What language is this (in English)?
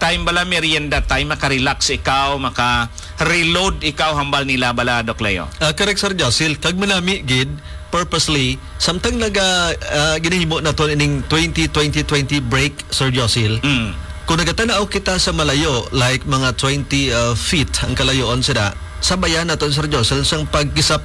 Hiligaynon